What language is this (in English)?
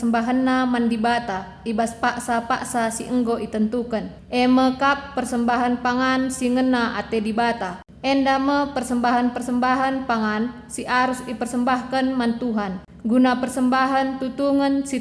Batak Karo